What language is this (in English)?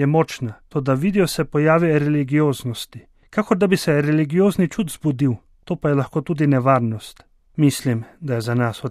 Slovenian